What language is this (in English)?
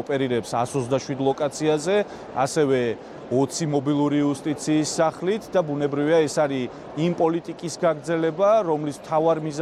Georgian